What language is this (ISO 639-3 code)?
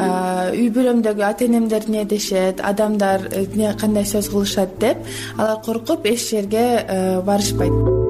kir